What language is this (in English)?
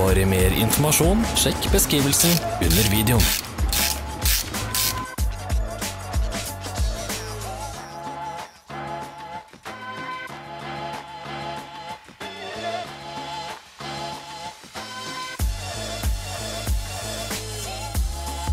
Norwegian